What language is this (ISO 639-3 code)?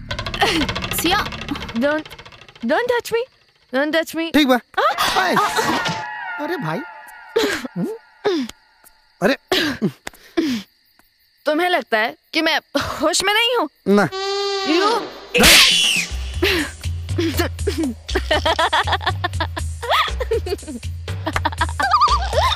bho